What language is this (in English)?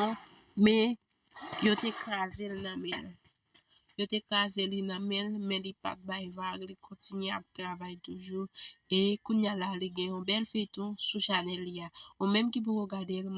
Haitian Creole